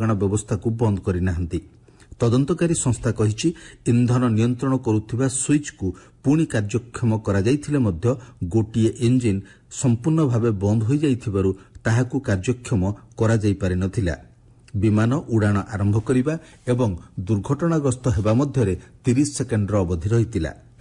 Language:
Odia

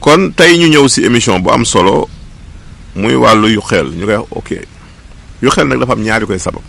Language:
Wolof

